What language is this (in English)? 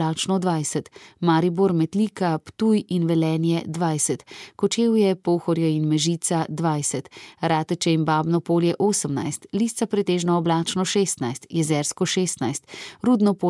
Slovenian